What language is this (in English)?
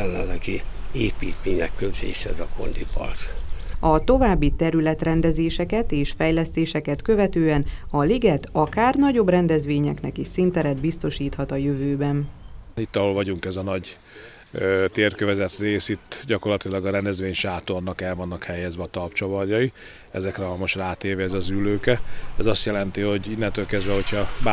Hungarian